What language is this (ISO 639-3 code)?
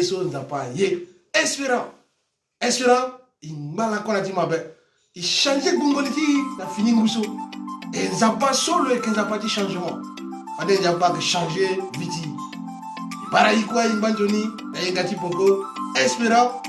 sag